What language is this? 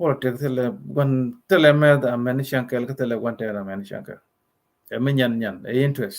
Nuer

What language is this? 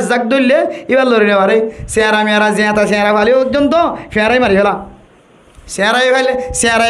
Rohingya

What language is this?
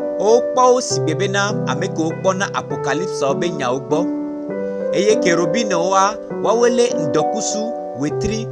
Gen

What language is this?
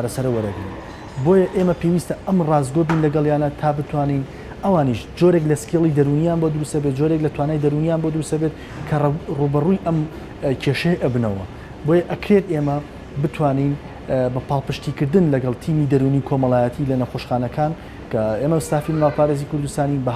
Central Kurdish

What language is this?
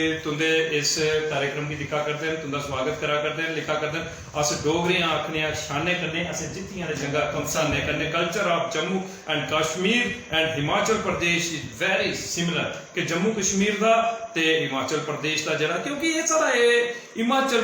Dogri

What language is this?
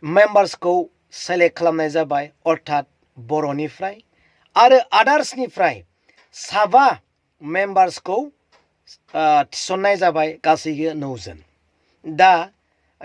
Bodo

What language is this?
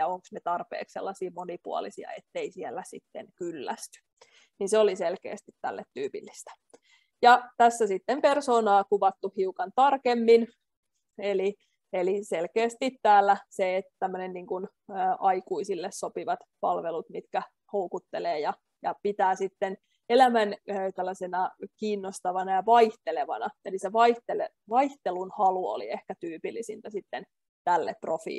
Finnish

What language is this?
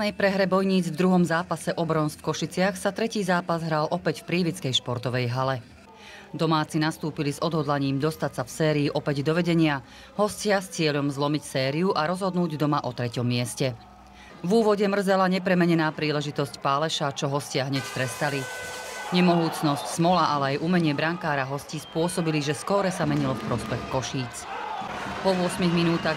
Slovak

